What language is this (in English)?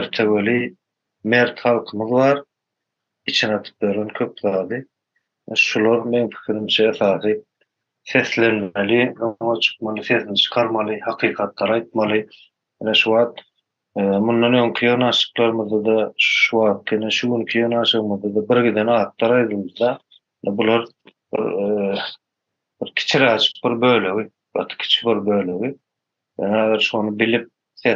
Turkmen